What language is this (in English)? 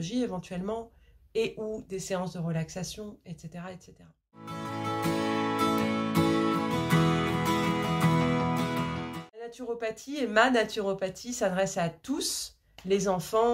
French